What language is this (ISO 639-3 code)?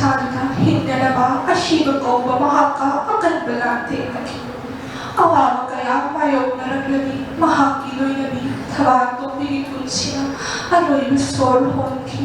mni